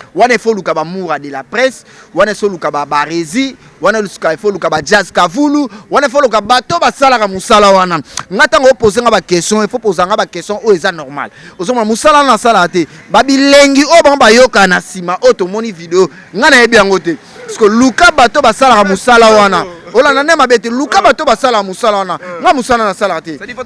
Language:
Lingala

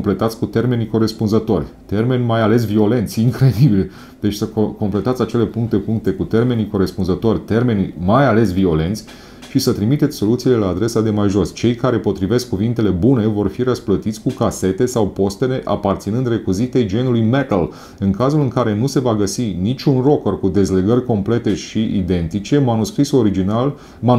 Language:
Romanian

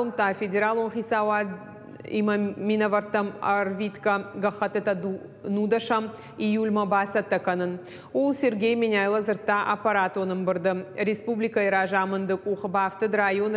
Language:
Ossetic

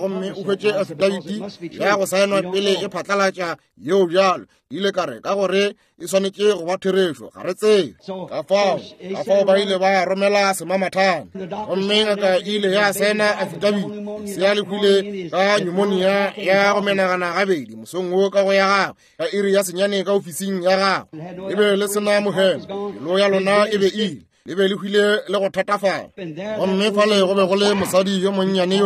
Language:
Northern Sotho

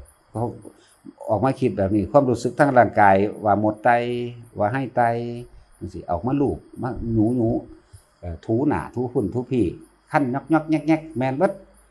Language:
Northeastern Thai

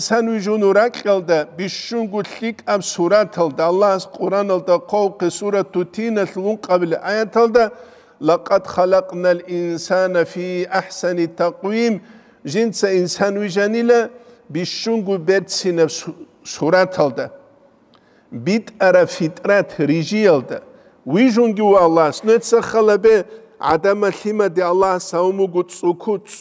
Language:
Avaric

